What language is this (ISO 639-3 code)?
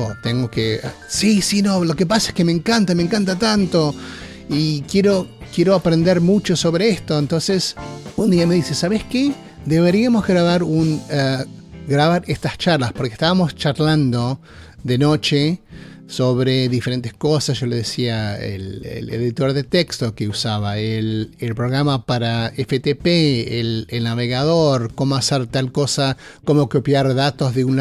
spa